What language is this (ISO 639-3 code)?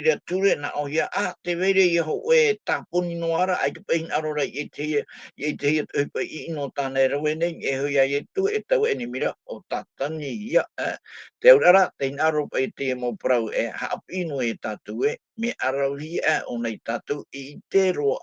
tah